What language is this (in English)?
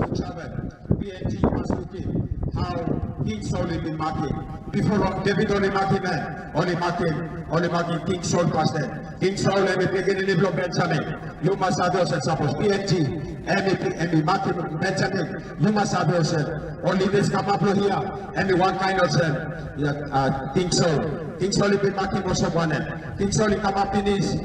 Tok Pisin